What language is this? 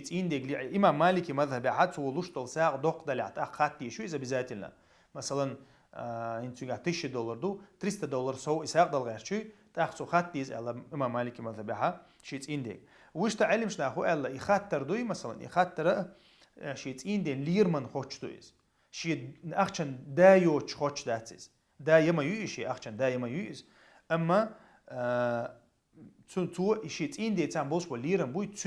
Chechen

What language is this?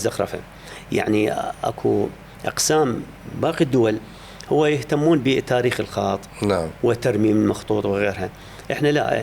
Mesopotamian Arabic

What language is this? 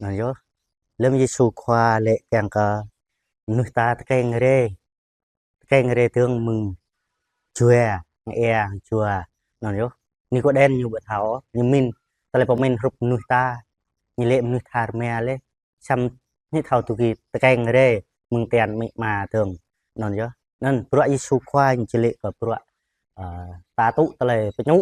Jarai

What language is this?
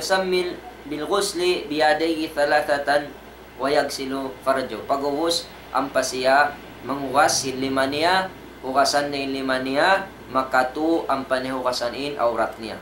Tausug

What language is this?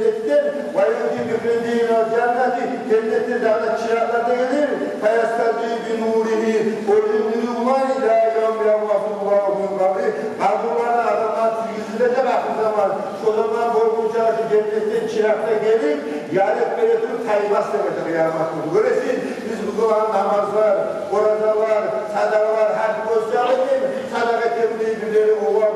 Kumyk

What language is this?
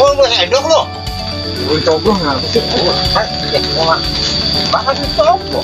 Betawi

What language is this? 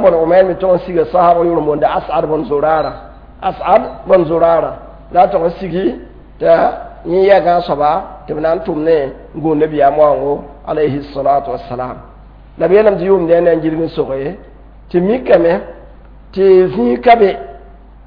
Mossi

